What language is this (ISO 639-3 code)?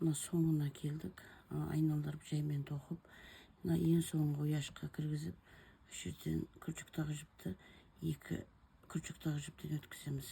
kaz